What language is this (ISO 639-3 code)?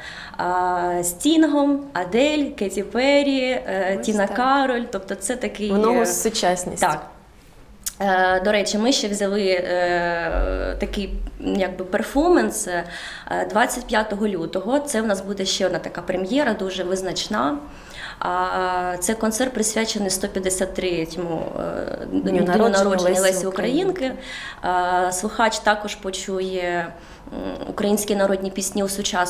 ukr